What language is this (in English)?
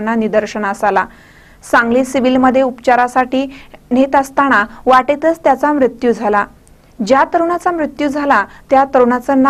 Marathi